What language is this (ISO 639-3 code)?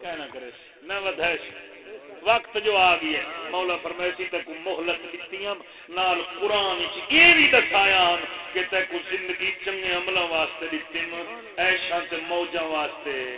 skr